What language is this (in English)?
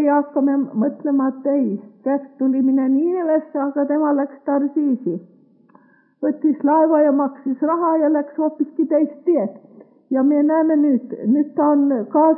Estonian